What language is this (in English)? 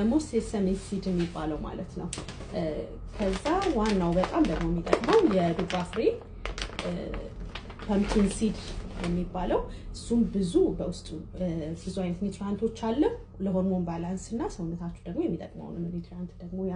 Amharic